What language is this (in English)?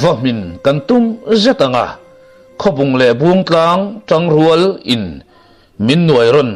Mizo